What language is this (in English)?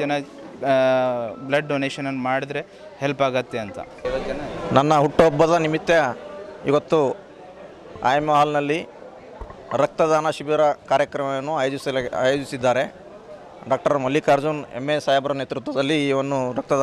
Kannada